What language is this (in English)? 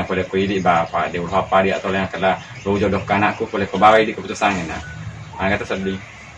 Buginese